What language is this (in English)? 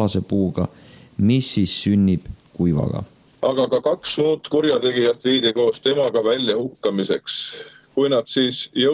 Estonian